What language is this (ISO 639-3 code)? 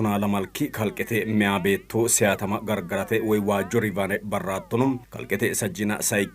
sid